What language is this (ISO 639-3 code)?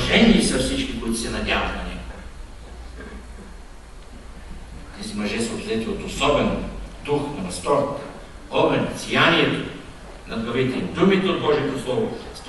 bul